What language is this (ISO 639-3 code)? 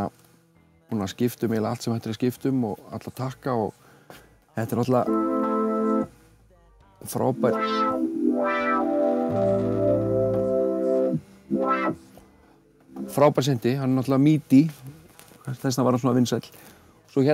isl